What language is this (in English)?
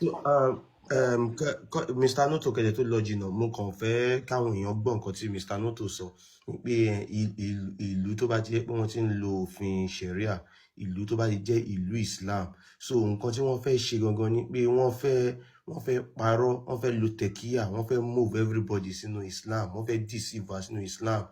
Yoruba